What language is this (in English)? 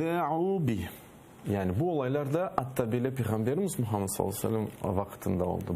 Crimean Tatar